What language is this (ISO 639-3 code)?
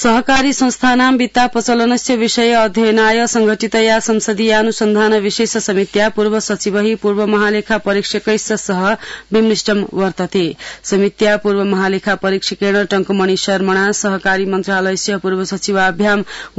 san